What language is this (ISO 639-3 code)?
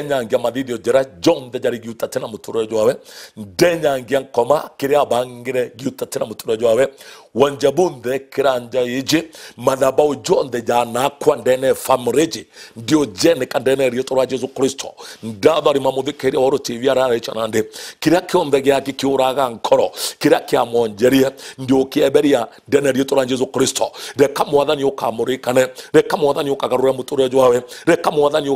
mer